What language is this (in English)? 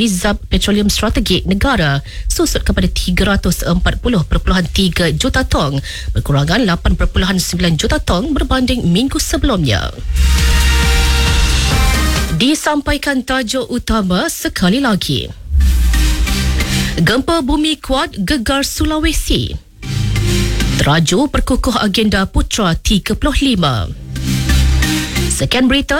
Malay